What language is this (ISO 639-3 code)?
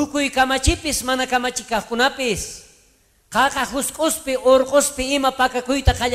quh